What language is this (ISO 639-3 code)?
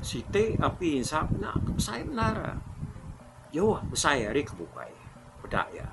iba